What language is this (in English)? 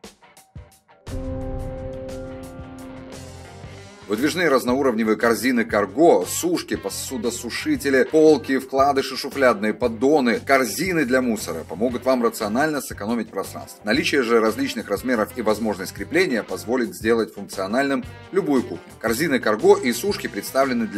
Russian